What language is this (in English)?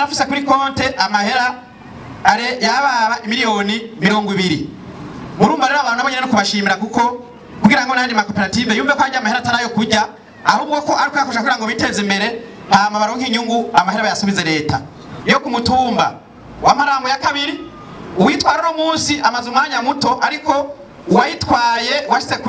Rundi